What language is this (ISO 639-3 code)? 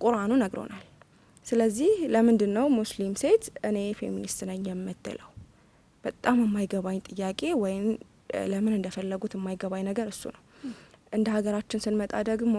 amh